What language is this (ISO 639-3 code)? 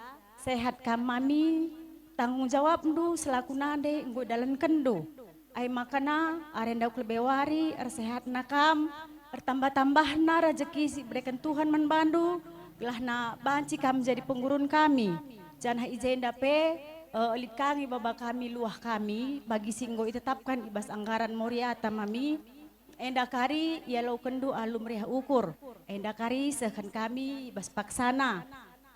btx